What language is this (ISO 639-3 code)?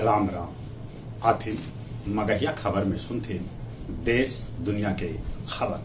mag